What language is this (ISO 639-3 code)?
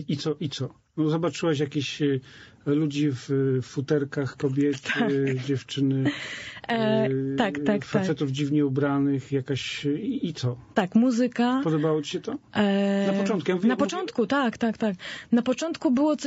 pol